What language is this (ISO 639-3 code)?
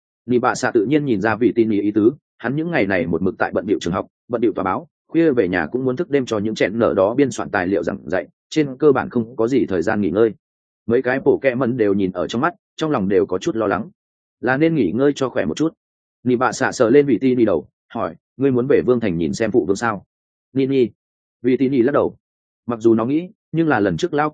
vie